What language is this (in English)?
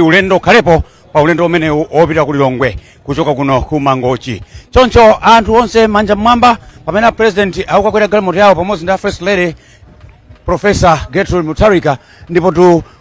Nyanja